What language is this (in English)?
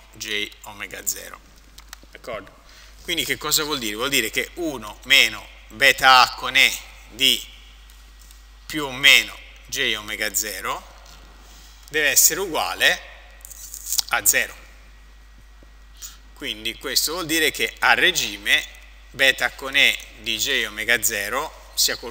Italian